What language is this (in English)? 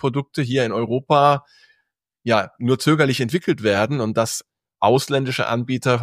German